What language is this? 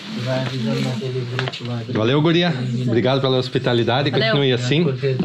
Portuguese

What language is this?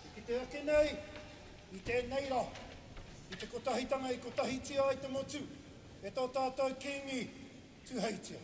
Māori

